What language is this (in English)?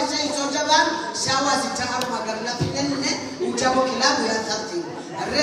Swahili